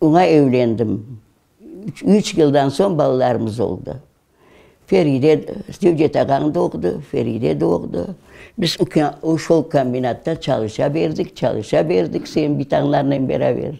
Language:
Crimean Tatar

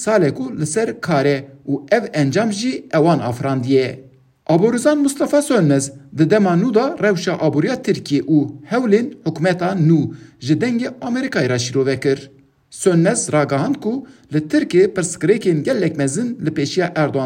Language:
Kurdish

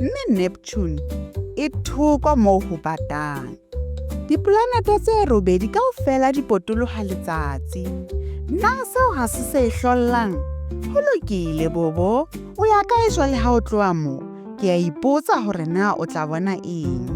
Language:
Southern Sotho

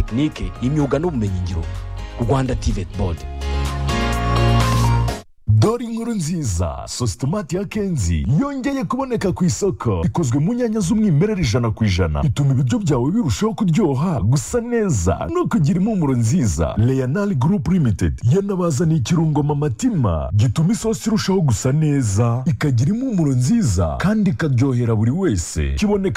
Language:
Kinyarwanda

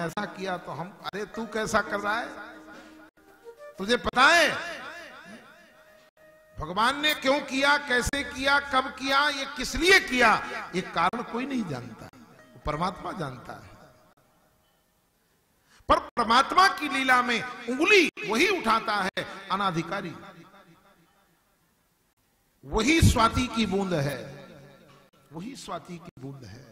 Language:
Hindi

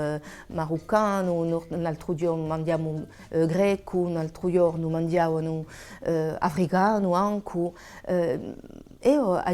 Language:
Corsican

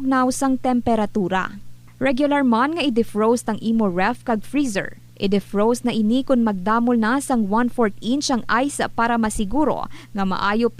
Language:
Hiligaynon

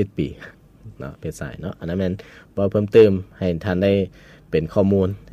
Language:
Lao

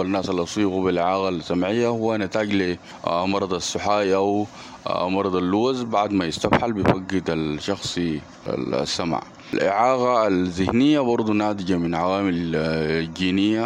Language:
Sudanese Arabic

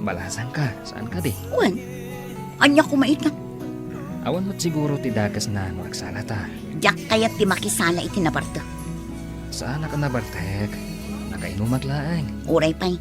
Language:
Iloko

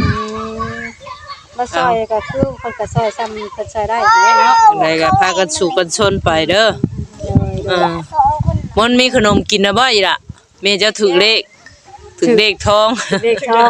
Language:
Northeastern Thai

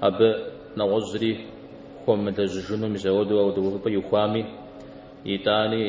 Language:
Kabardian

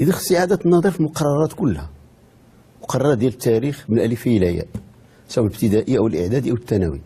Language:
Moroccan Arabic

